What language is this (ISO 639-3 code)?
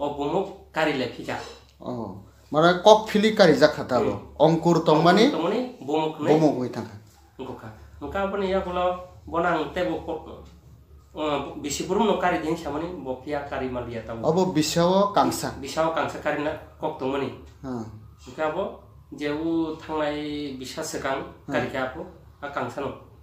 trp